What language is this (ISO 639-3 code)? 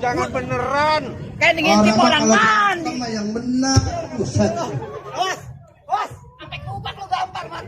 bew